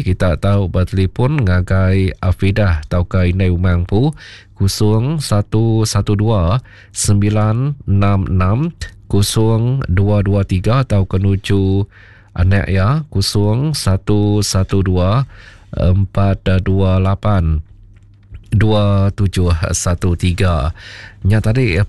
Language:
Iban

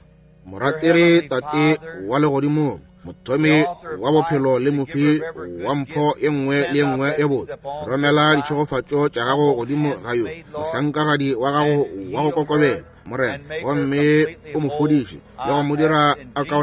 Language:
Northern Sotho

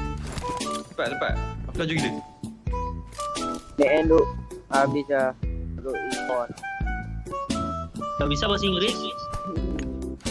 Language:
Malay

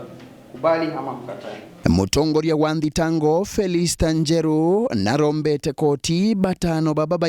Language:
Meru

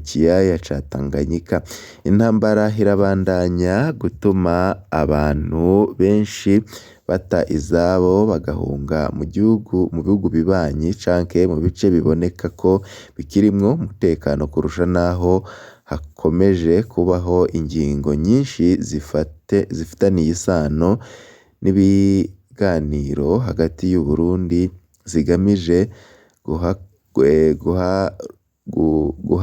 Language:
Rundi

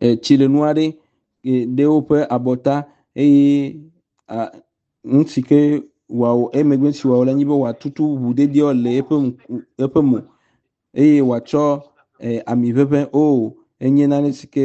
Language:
Ewe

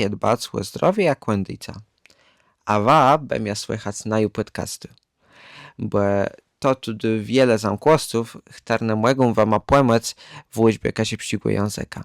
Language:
Kashubian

